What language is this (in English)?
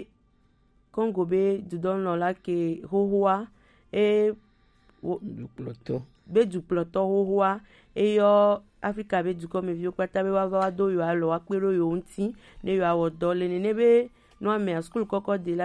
Gen